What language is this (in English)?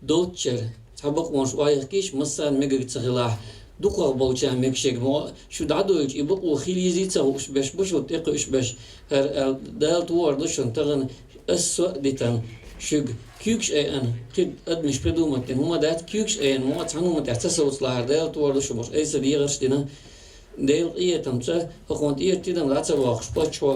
Chechen